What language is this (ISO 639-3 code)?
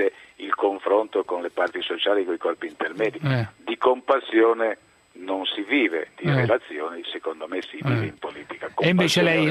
ita